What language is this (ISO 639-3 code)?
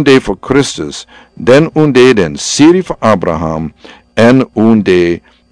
srn